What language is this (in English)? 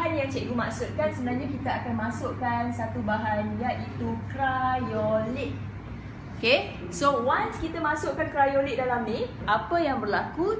Malay